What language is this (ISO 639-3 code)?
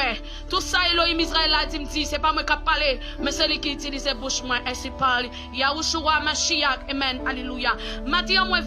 hat